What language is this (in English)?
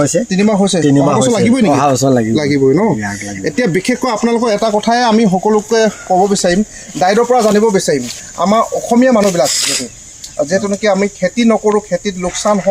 Assamese